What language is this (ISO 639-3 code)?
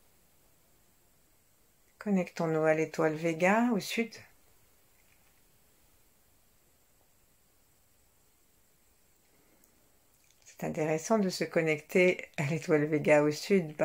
fra